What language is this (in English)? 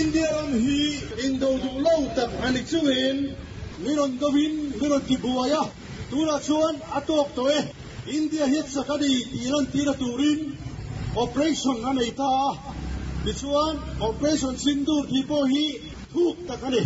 Mizo